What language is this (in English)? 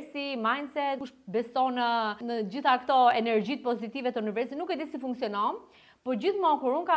Albanian